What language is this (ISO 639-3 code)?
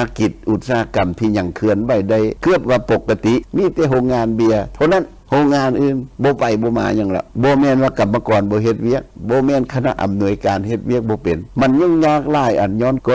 lao